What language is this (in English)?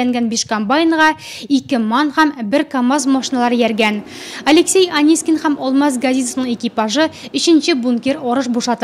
Tatar